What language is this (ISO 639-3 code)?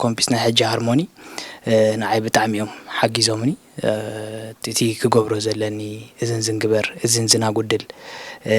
tir